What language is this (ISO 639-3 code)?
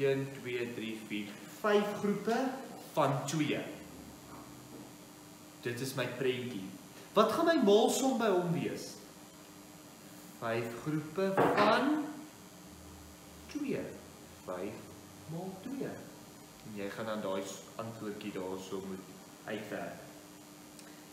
afr